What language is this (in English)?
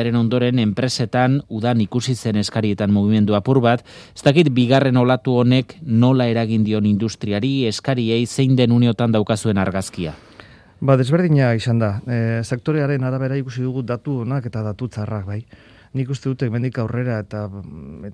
Basque